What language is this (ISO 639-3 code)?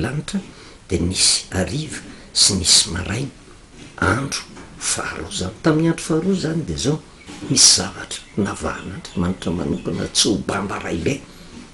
mlg